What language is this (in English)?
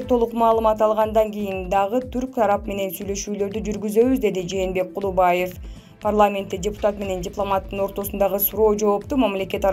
Kyrgyz